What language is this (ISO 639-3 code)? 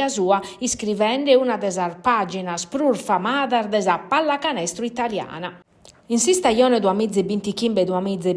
srd